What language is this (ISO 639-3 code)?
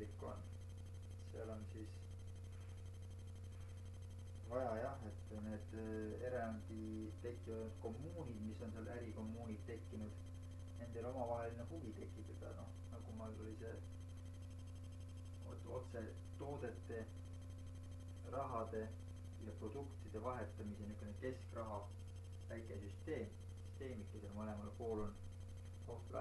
est